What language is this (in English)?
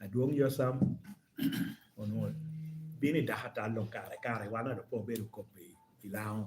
Lango (Uganda)